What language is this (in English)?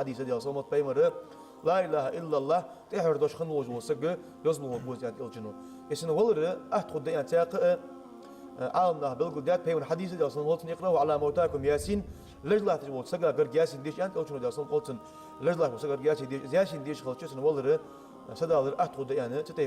Ingush